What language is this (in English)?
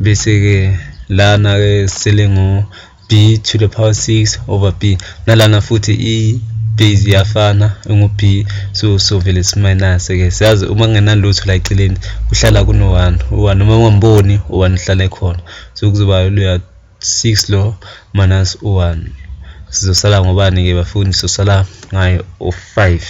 Zulu